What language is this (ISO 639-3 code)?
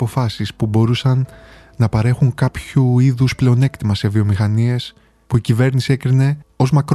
ell